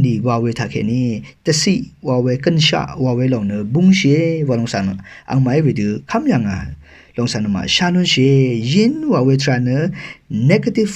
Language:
Rawang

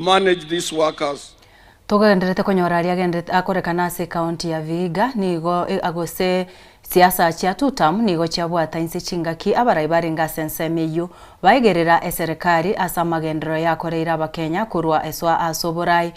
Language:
Gusii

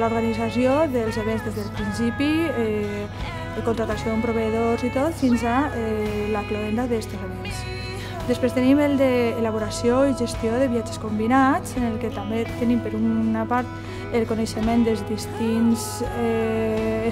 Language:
Catalan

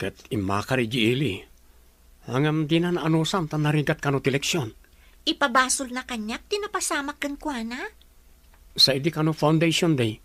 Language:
Iloko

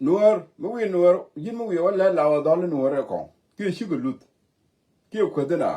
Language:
Nuer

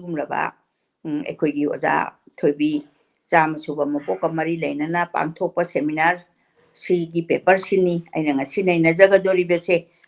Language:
Manipuri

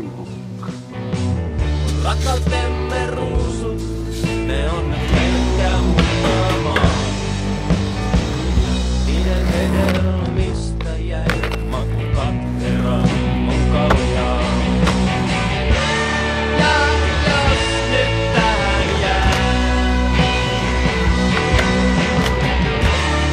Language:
Finnish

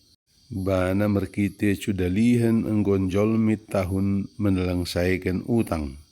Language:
Batak Dairi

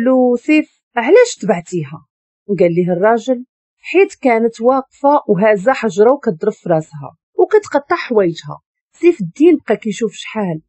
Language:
Moroccan Arabic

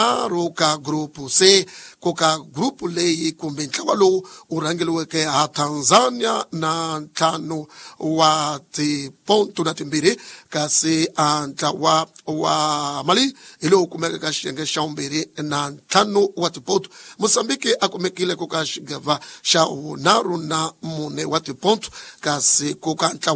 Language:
Tsonga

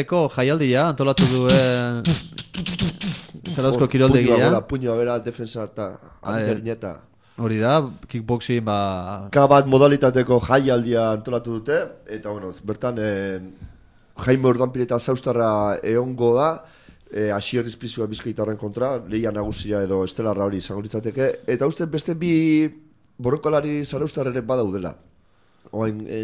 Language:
Basque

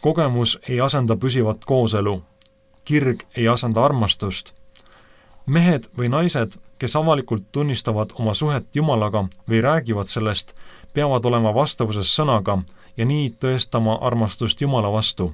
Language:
Estonian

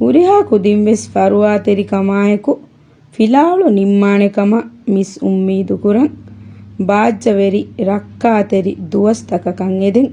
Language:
Divehi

